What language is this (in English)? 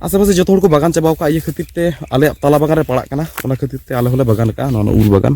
Santali